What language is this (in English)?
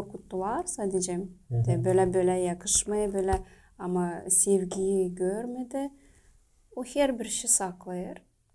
Gagauz